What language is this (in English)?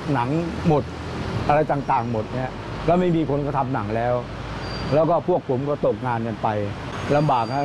Thai